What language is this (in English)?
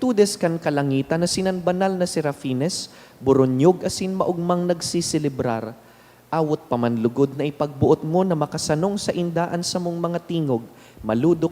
Bikol